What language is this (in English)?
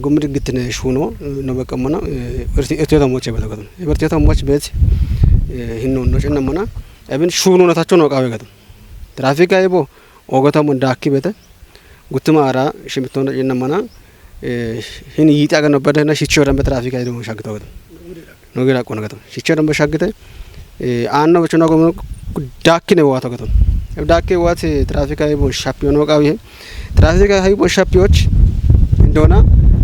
Kafa